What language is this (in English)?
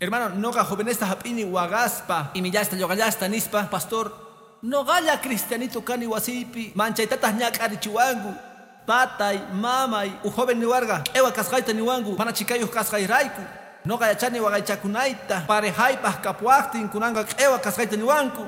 Quechua